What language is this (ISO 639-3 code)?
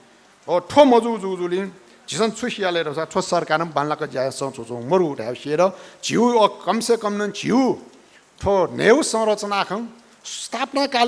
new